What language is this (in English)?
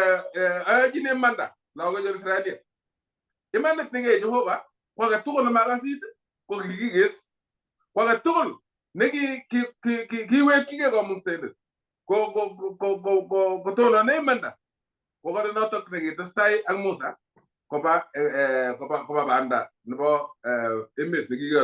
Kalenjin